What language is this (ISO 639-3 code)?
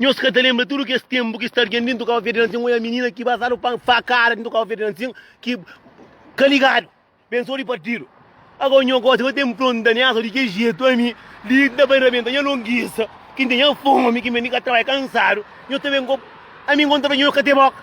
kea